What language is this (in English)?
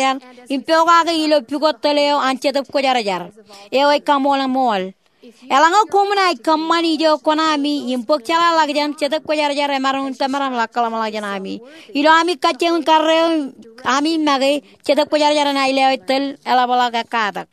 Marshallese